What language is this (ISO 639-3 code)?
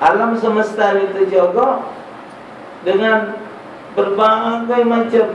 mui